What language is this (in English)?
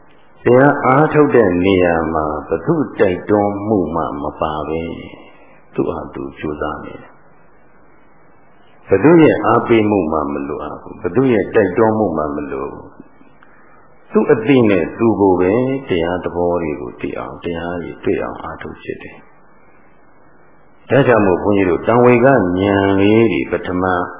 Burmese